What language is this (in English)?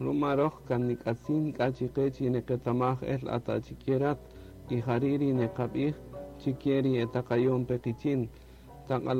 Kaqchikel